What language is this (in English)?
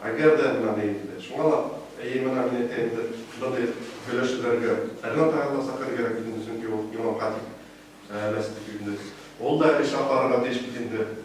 Bashkir